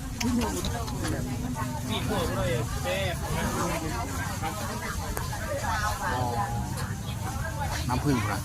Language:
Lao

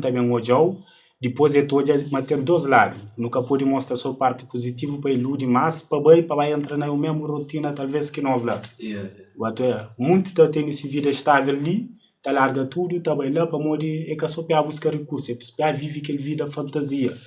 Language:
Kabuverdianu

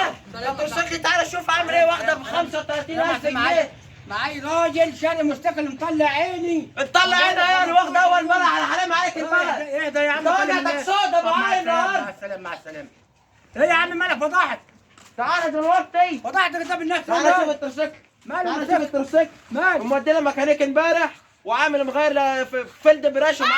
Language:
Egyptian Arabic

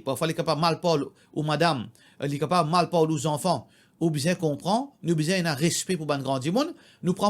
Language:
Morisyen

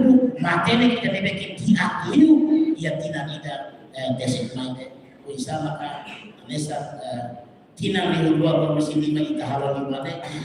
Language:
Tetum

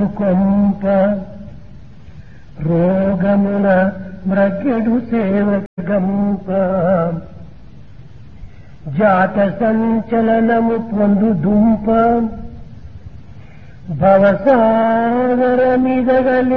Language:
Telugu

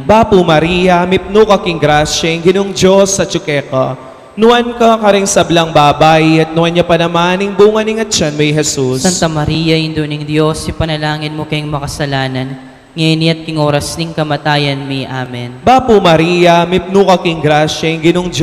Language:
Pampanga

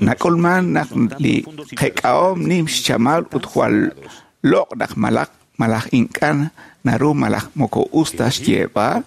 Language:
Kekchí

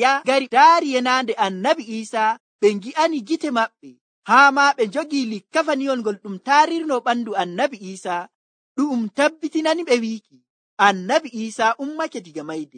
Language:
Nigerian Fulfulde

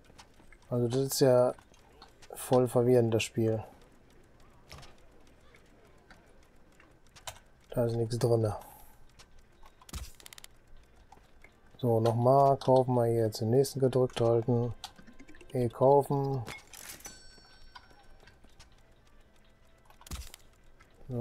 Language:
German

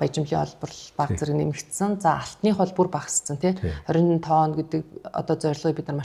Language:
Mongolian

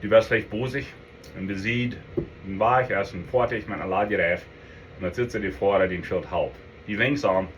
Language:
Plautdietsch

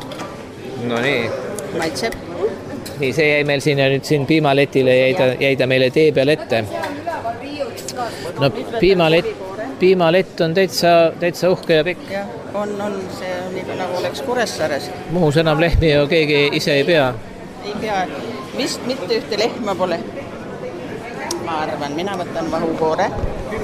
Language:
Estonian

